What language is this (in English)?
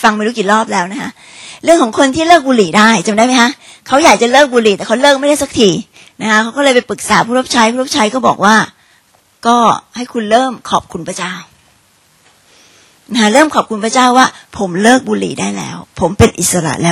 Thai